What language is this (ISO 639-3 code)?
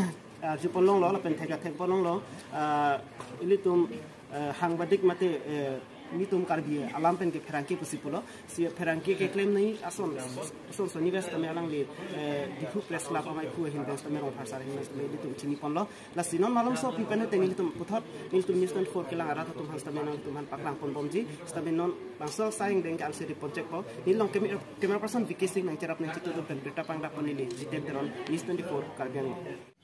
mjw